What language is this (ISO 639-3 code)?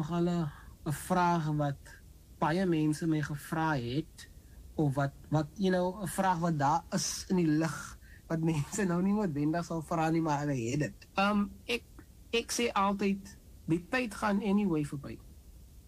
afr